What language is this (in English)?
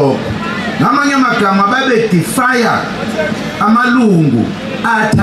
Zulu